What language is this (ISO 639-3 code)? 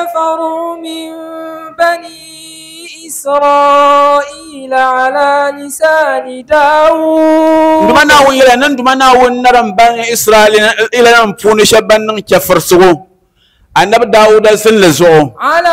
dag